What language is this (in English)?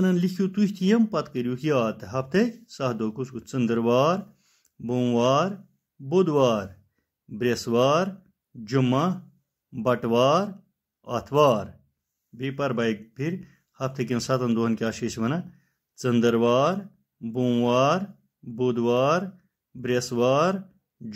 Kashmiri